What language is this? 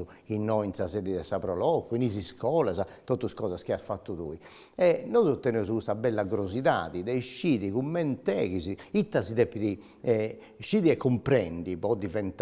Sardinian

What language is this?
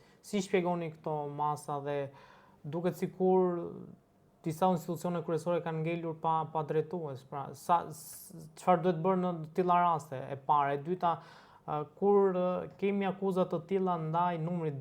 Albanian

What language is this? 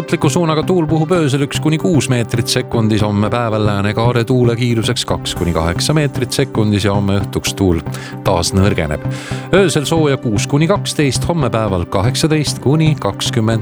Estonian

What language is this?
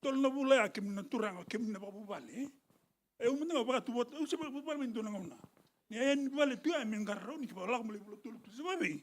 Fijian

